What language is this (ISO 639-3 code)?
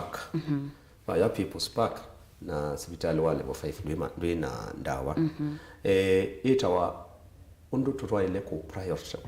kam